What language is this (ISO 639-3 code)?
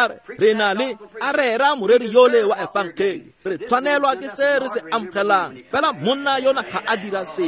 tsn